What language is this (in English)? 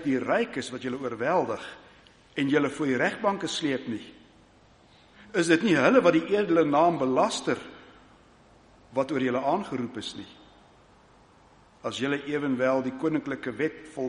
Afrikaans